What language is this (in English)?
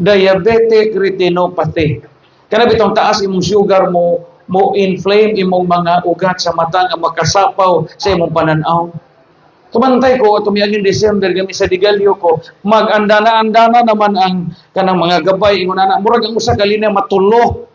Cebuano